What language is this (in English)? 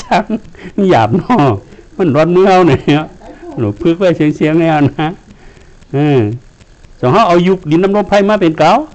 Shan